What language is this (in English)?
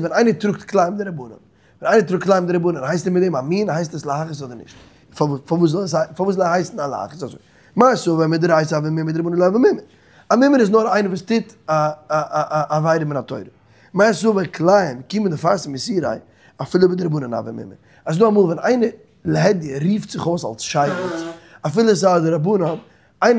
Yiddish